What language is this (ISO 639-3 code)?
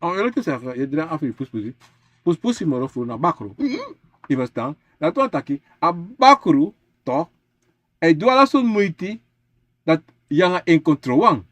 srn